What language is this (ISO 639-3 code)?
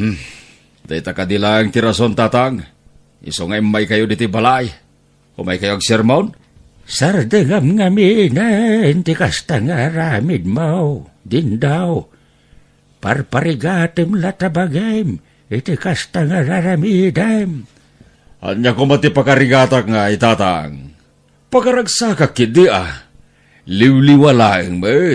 ilo